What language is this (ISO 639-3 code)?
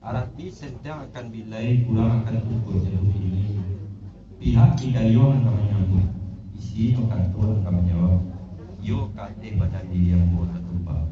min